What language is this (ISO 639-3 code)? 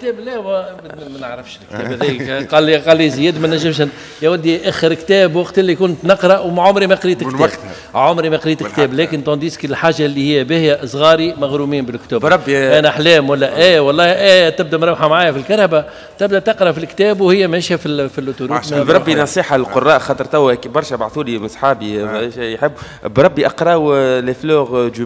aeb